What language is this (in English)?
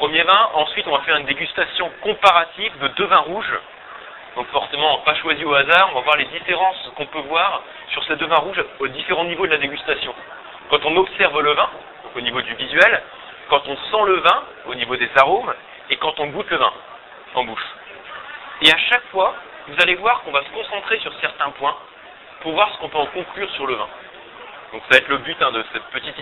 French